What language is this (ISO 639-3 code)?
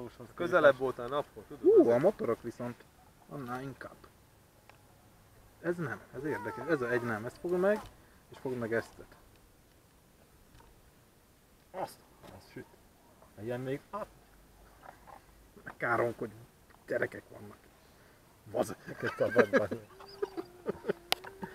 hun